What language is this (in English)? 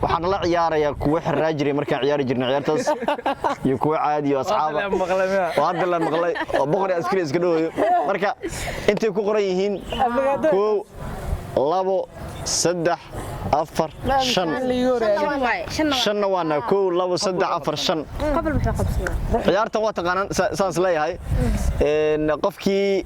Somali